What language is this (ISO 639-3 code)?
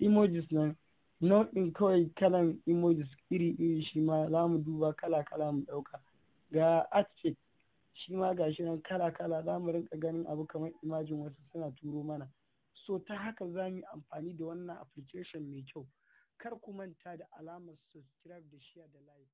hau